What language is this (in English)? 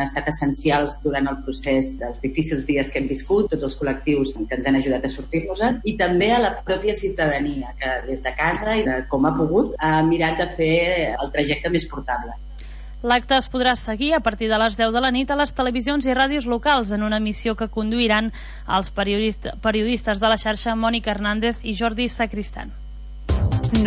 Catalan